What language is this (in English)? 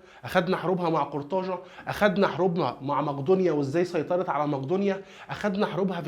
Egyptian Arabic